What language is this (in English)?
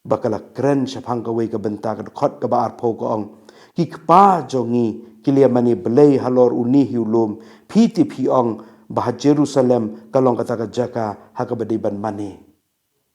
Khasi